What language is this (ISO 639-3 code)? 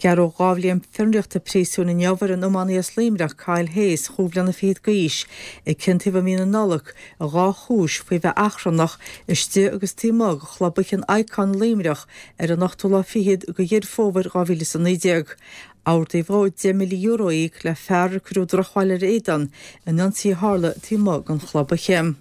gle